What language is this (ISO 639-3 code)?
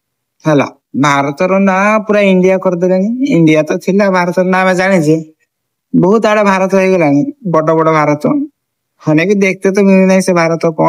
ori